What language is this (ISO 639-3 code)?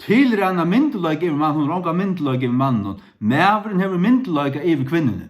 fao